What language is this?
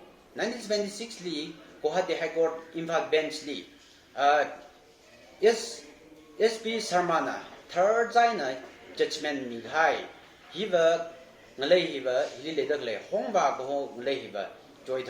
Tangkhul Naga (India)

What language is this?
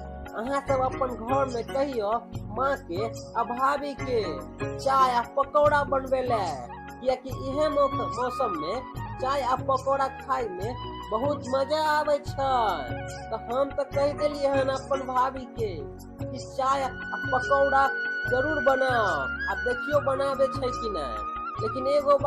Maithili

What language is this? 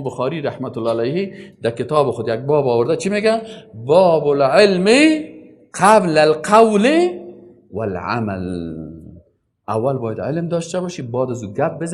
Persian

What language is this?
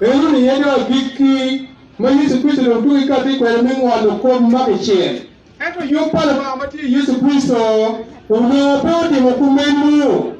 Acoli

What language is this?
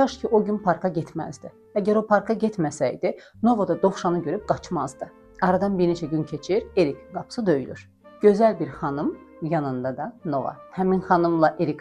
Azerbaijani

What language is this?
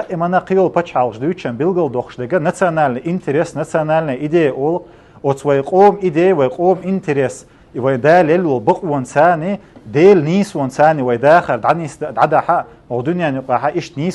Chechen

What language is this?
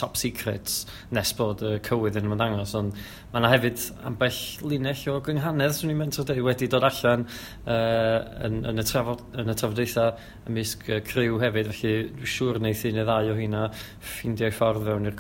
Welsh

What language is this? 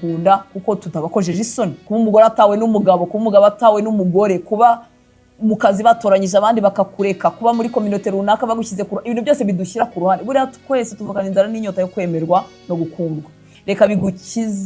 Kinyarwanda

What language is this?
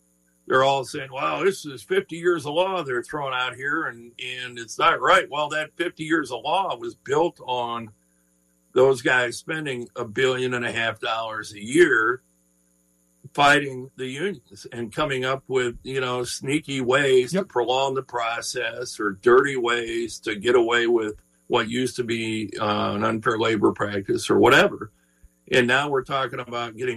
English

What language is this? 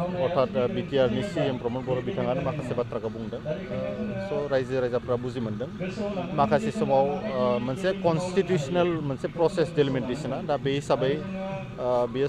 Bodo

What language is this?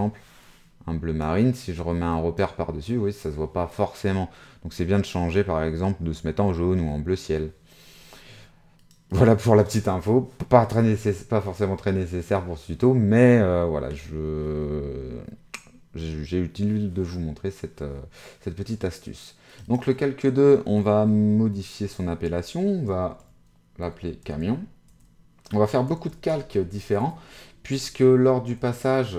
French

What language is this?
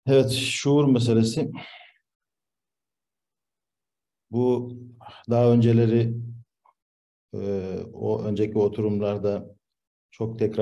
Turkish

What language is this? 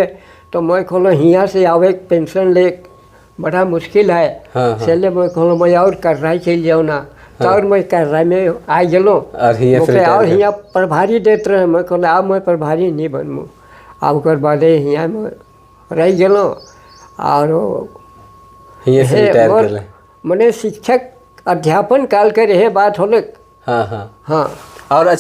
Sadri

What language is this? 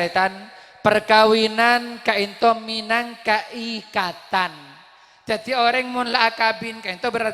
Madurese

